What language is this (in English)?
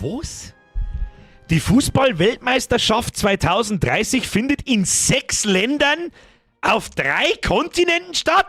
Bavarian